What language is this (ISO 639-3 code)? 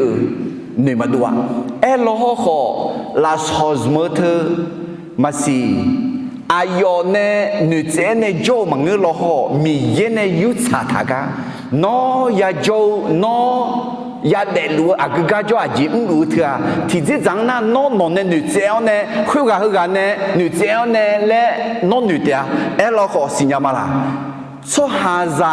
ahk